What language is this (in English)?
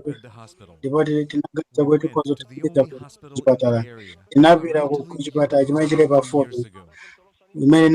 Nyanja